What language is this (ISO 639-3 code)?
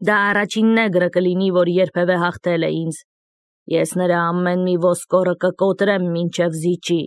hye